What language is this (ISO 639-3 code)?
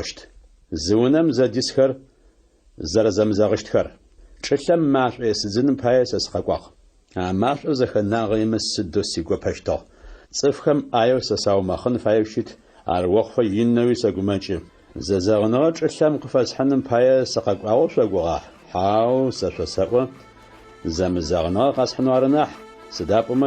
ady